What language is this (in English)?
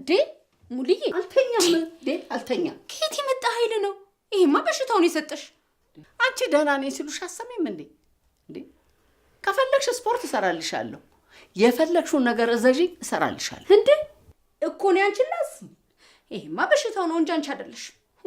Amharic